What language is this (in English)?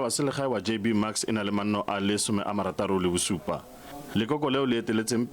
Tswana